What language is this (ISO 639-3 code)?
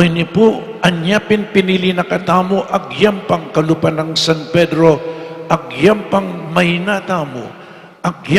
pam